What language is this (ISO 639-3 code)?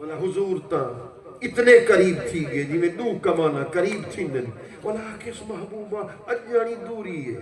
skr